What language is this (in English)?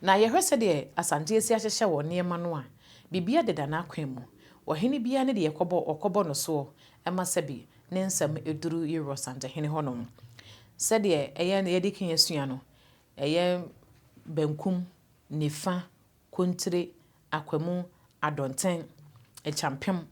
Akan